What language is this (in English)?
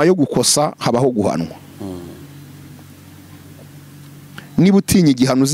Kinyarwanda